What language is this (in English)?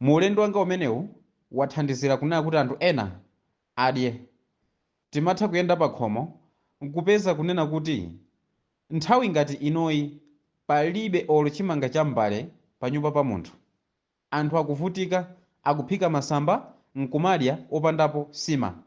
Nyanja